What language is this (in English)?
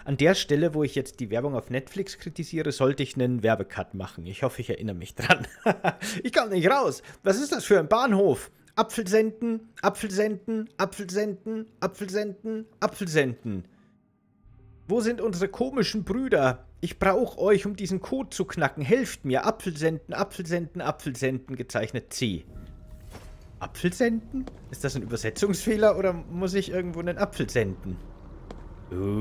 German